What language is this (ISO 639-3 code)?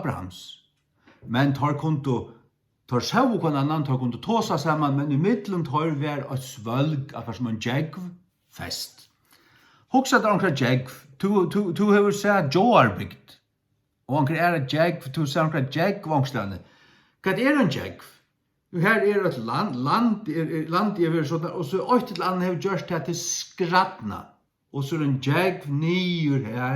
fao